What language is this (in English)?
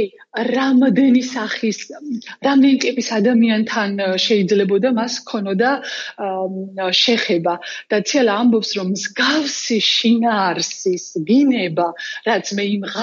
Georgian